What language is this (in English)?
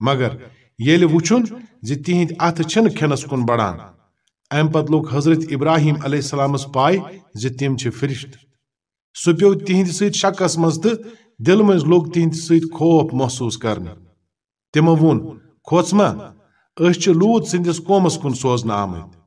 Kashmiri